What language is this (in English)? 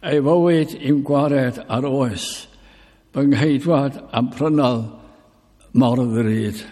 Welsh